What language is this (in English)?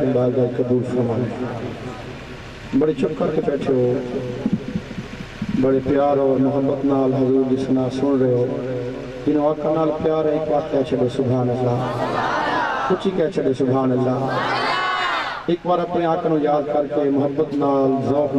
Western Panjabi